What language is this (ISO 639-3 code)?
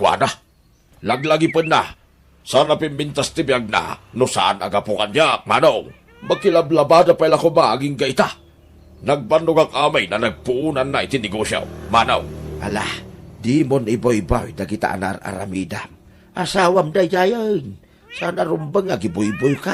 ilo